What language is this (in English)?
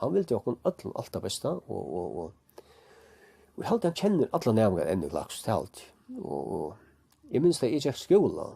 Faroese